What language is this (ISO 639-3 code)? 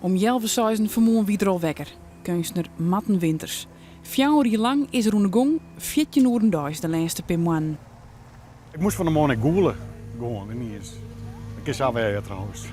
fry